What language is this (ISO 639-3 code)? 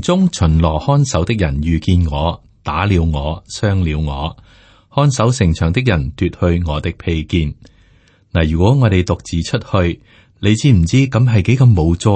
yue